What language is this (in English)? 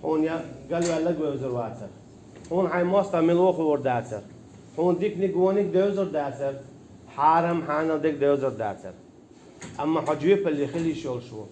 Chechen